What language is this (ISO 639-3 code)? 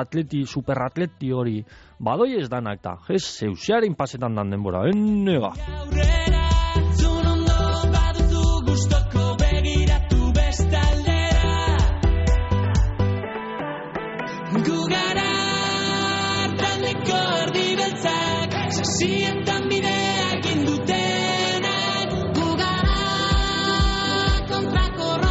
eus